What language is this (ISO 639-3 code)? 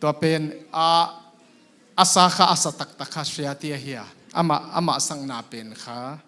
ctd